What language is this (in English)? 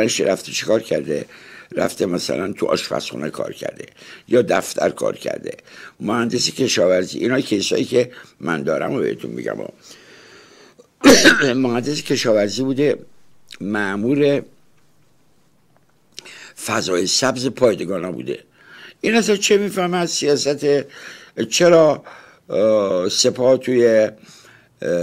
Persian